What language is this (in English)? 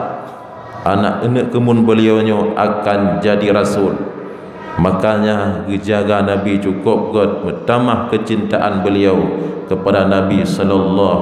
Achinese